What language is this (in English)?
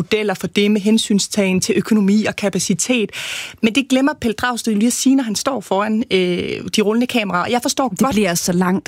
Danish